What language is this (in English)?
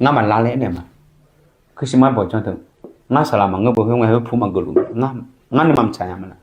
Akha